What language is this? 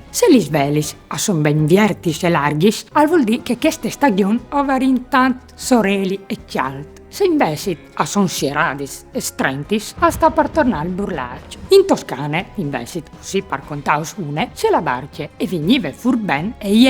Friulian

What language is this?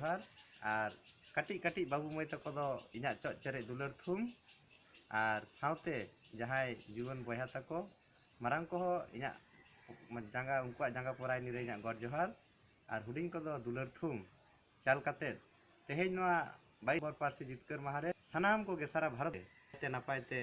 Santali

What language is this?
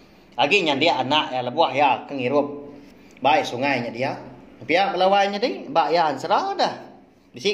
Iban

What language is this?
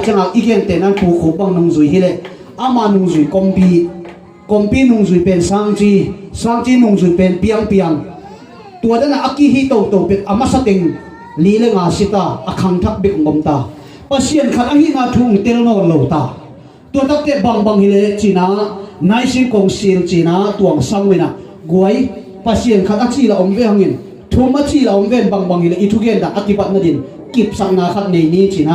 Tedim Chin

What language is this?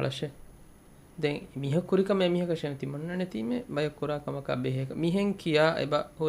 Divehi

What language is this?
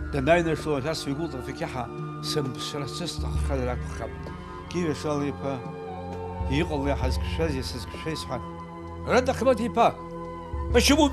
Abkhazian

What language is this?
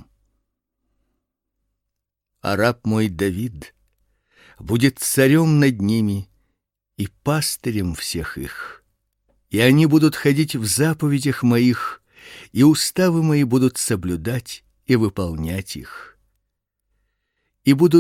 Russian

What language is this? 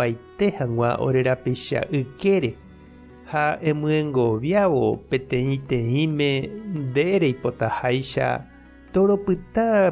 Guarani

